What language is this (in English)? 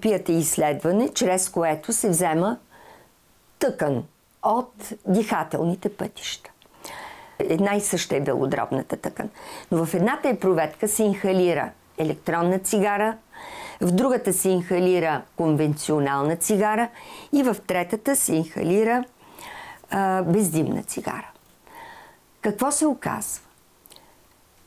Bulgarian